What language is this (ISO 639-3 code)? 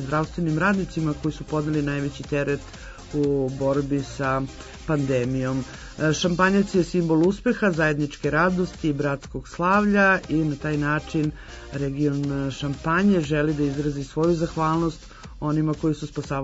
srp